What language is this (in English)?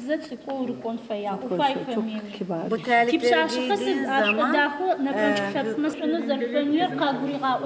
Adyghe